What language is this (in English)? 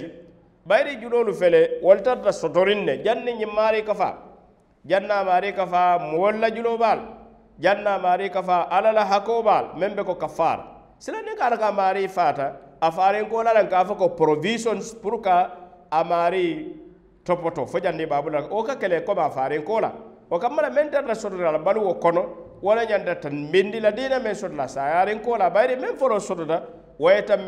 Mandingo